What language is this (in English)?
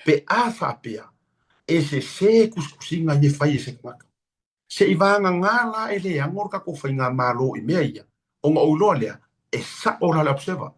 Samoan